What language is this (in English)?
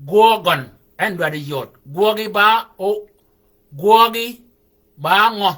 Shilluk